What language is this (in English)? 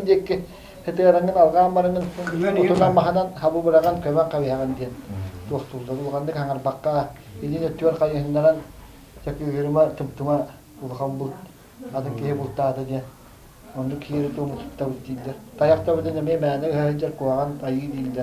Yakut